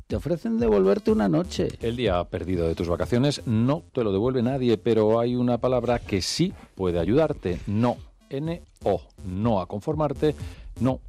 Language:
Spanish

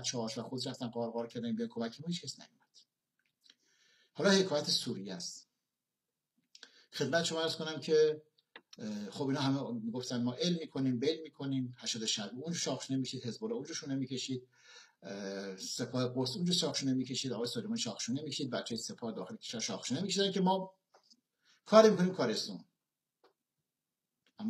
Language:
Persian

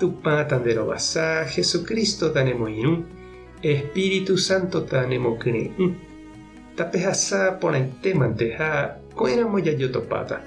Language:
Guarani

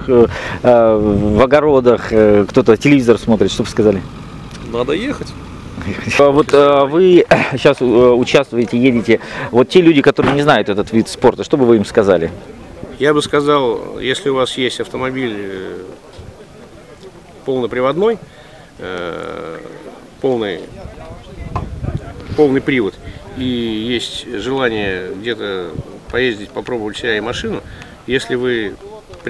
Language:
Russian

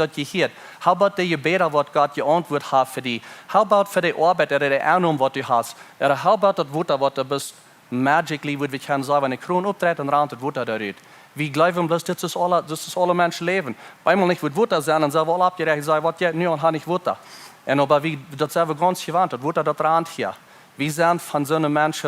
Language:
Plautdietsch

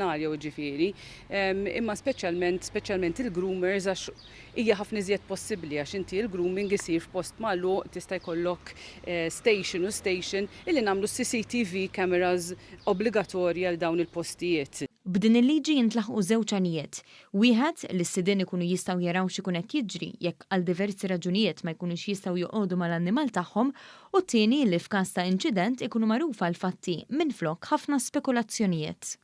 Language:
Maltese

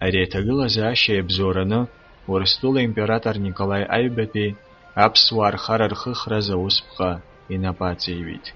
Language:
Abkhazian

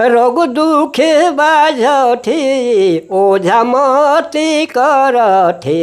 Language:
Sadri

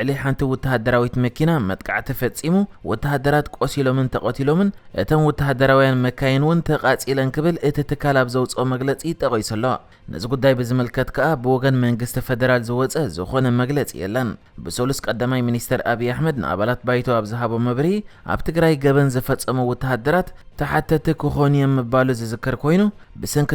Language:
Tigrinya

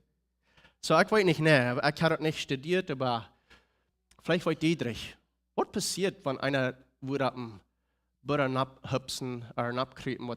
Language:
Plautdietsch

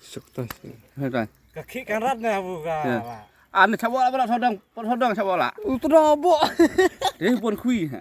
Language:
Khasi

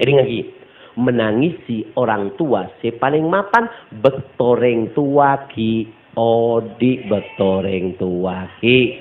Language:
Madurese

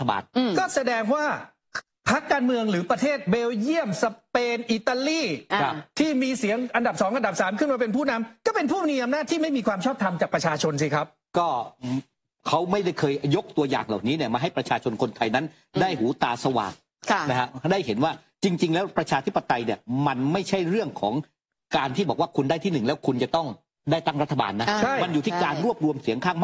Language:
Thai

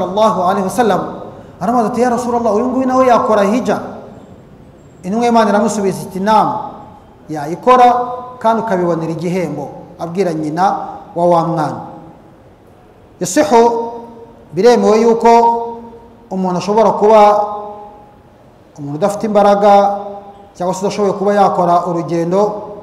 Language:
Kinyarwanda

